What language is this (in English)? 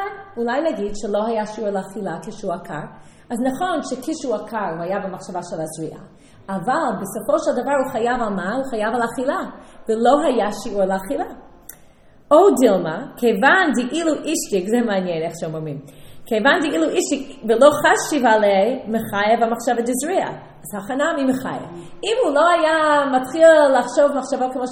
Hebrew